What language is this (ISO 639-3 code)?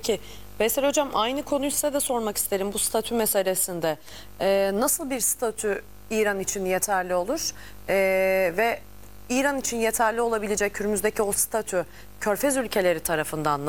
tur